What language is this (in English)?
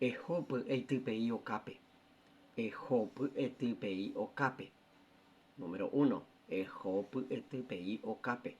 Guarani